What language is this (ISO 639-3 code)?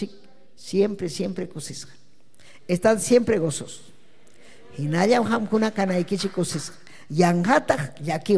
quy